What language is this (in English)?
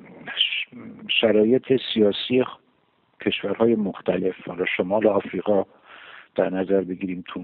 Persian